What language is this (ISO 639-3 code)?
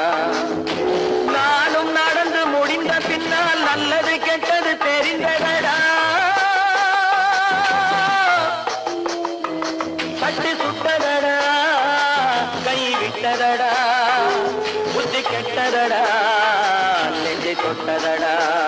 tam